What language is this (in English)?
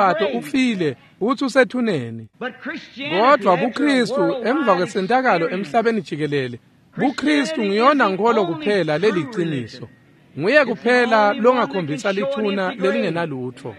Swati